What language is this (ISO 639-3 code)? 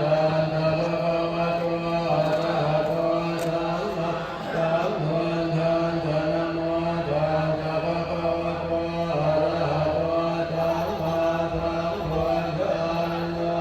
pli